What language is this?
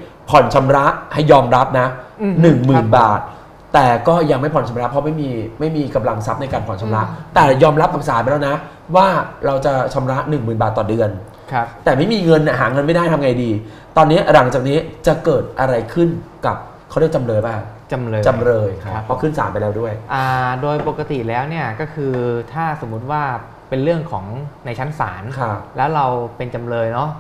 Thai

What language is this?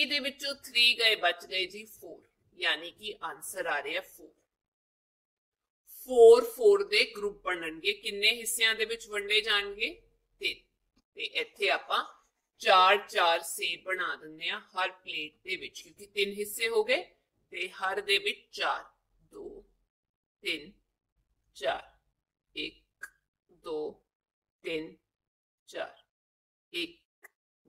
Punjabi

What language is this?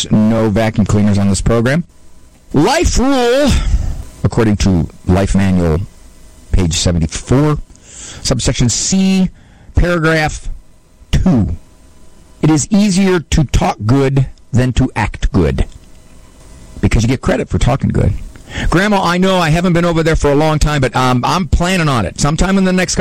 English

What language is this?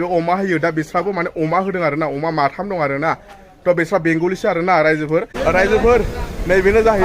Bodo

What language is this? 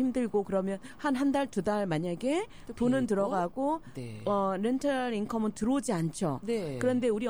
Korean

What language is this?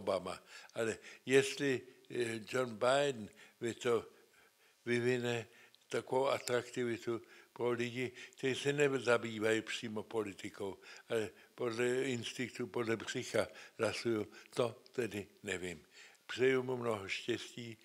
Czech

